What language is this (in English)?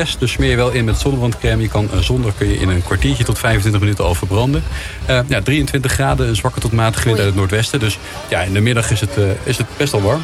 Dutch